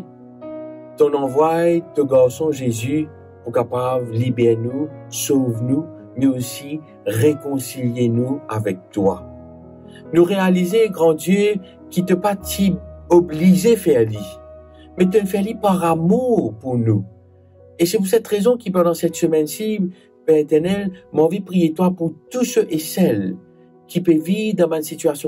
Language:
Morisyen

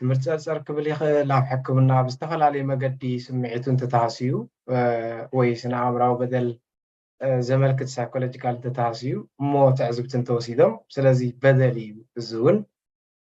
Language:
Tigrinya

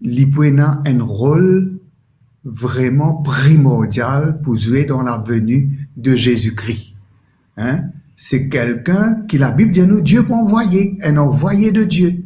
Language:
Morisyen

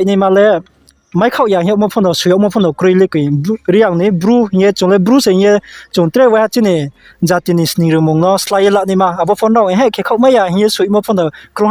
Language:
Riang (India)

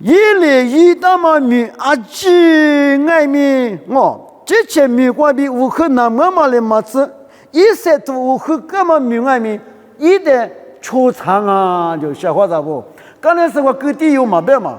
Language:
Lisu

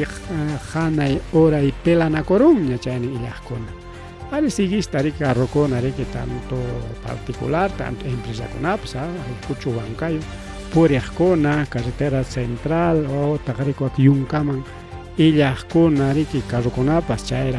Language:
Ayacucho Quechua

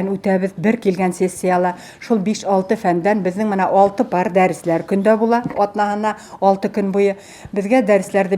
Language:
Bashkir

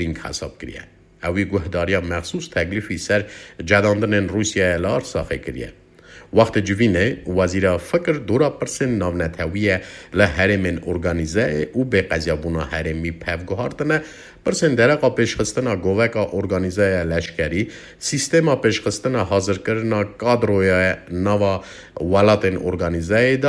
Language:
Kurdish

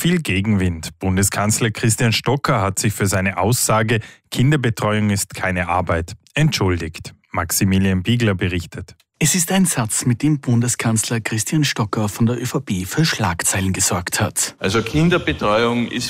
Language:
German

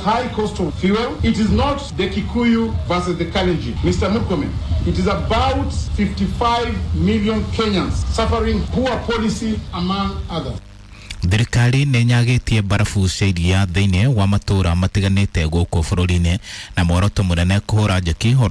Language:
Kikuyu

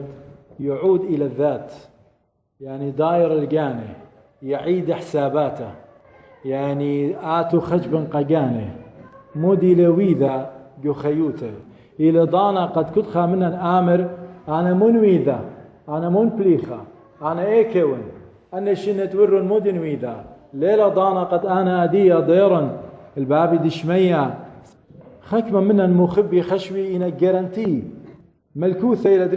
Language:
Assyrian Neo-Aramaic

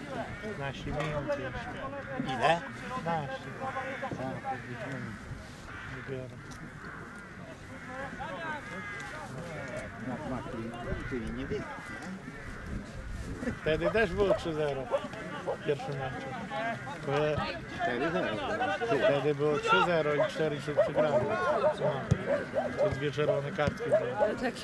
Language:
Polish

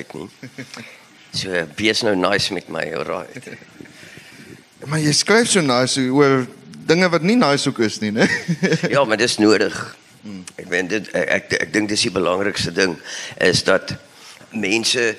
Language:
Afrikaans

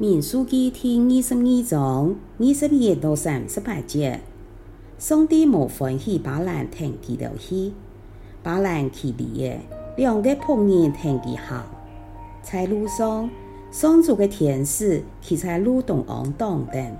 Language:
Hakka Chinese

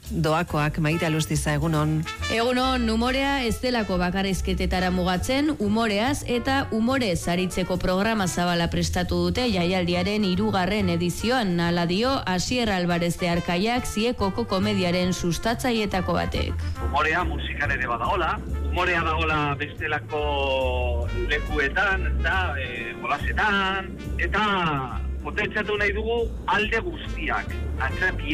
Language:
Basque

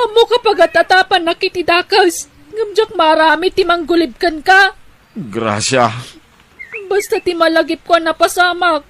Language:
Iloko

